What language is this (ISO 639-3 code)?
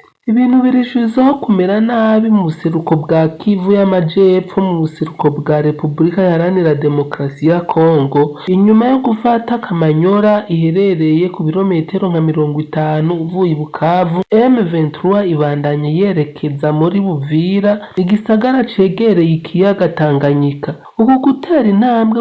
run